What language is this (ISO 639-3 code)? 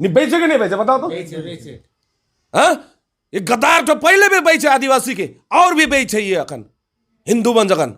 sck